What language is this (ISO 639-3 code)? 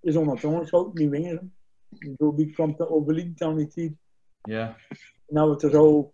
gos